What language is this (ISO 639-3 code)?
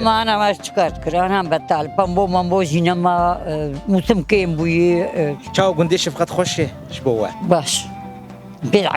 kur